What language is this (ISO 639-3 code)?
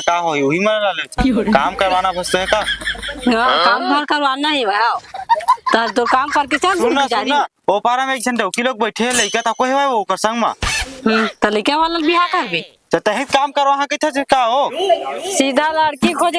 hne